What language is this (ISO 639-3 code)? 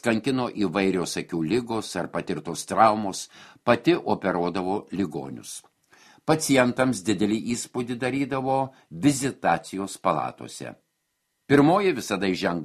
lit